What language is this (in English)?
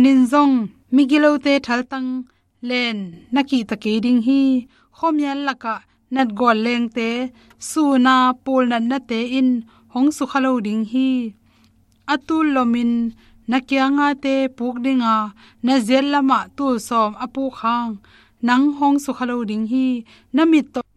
Tedim Chin